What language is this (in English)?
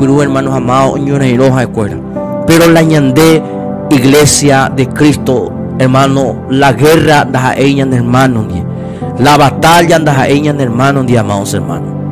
Guarani